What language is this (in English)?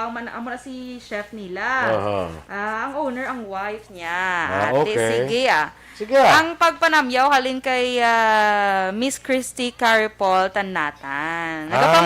Hiligaynon